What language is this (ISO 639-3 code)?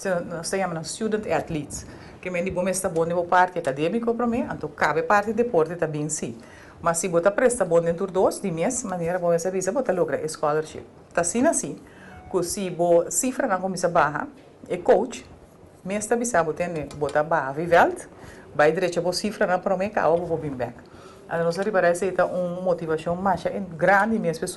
pap